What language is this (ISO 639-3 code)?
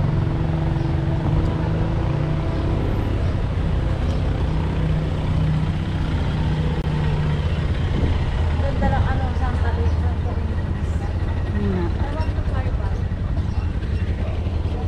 fil